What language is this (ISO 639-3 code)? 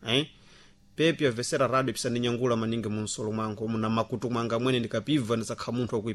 seh